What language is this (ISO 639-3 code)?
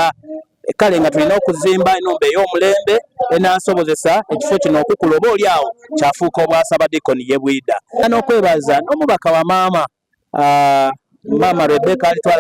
xog